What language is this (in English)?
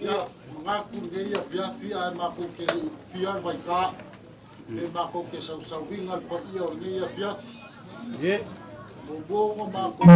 Samoan